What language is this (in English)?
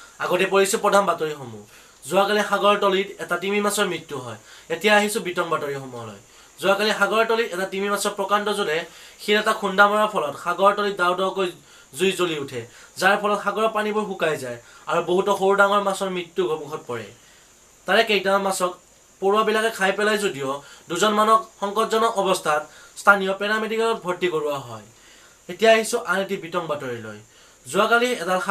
Assamese